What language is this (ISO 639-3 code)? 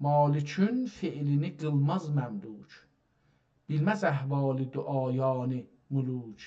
azb